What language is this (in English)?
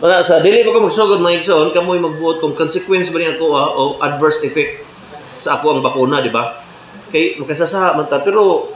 Cebuano